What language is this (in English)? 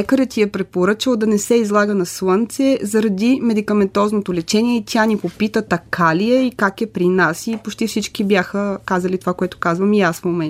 Bulgarian